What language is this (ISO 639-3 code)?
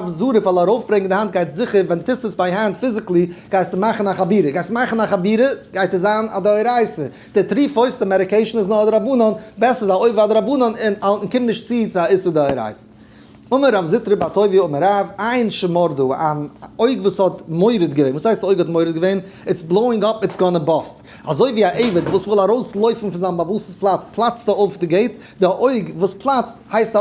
yid